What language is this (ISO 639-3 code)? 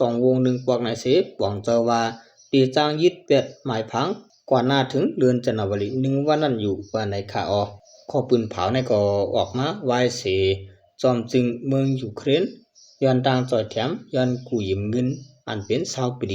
shn